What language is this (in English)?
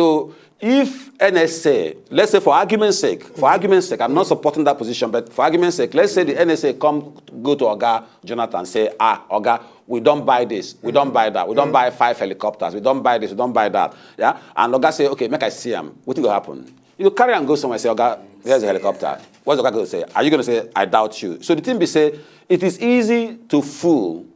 Nigerian Pidgin